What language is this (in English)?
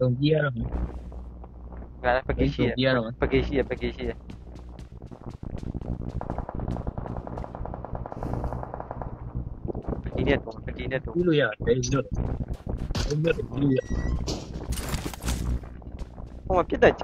Burmese